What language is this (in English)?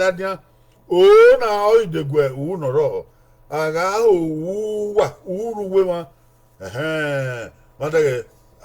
Bini